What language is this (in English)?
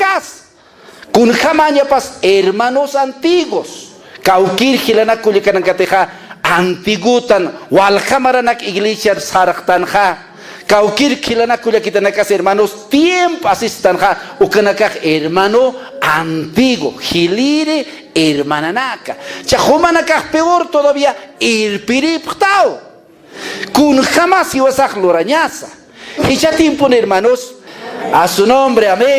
Aymara